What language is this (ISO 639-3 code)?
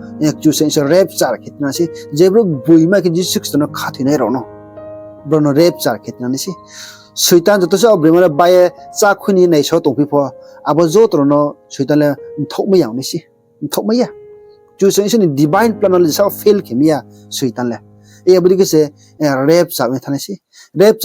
ria